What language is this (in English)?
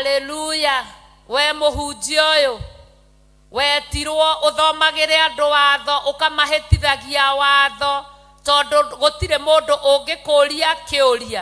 Kikuyu